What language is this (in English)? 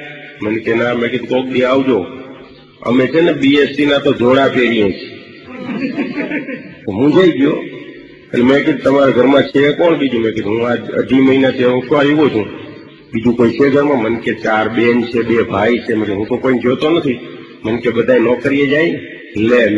Gujarati